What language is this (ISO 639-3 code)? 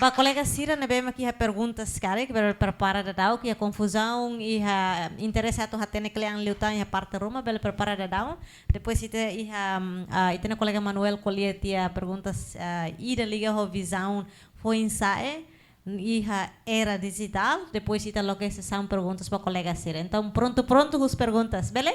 tet